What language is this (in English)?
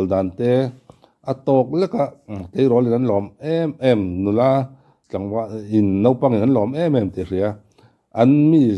Mizo